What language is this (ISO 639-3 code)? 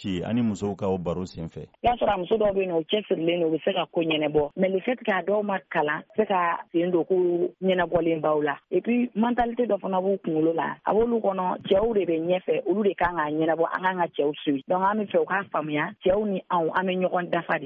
bam